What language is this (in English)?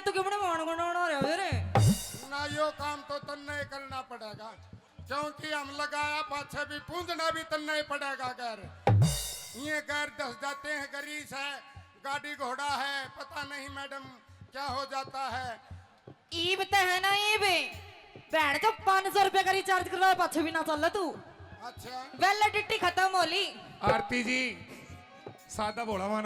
Haryanvi